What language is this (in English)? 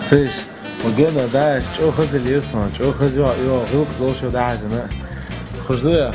Chechen